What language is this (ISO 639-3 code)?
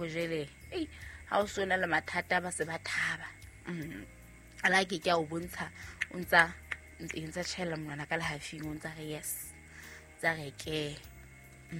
sot